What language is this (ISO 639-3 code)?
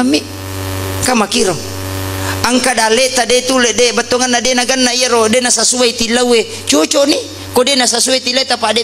bug